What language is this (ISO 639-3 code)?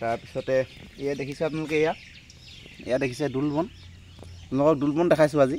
asm